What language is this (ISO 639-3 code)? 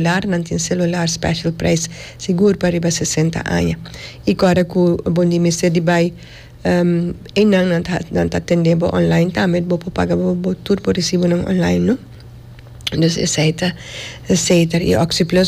pap